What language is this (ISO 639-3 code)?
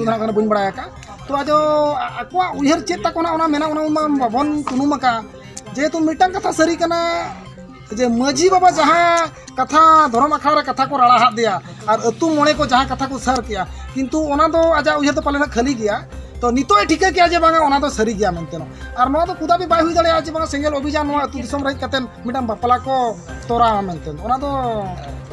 sat